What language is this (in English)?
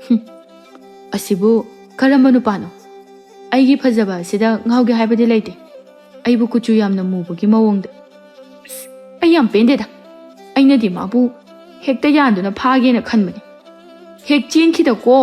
Manipuri